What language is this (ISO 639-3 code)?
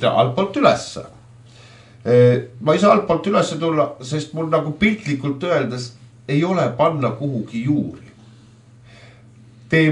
est